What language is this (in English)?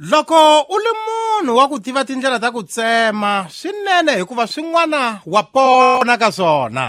Tsonga